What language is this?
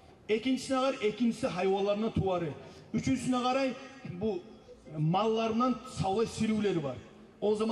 Kumyk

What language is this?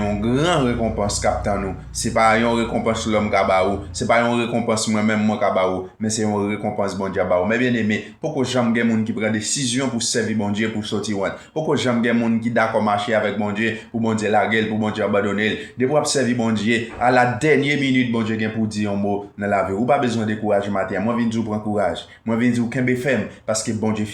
Haitian Creole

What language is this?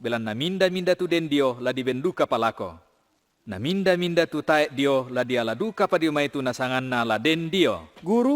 Toraja-Sa'dan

